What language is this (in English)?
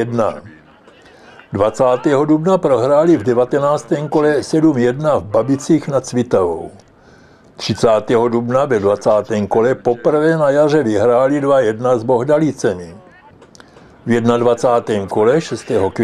Czech